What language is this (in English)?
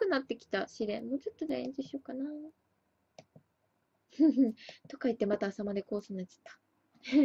Japanese